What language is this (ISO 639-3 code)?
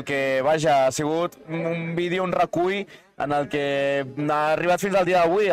cat